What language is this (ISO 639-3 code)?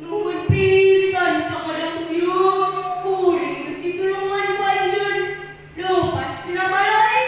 sun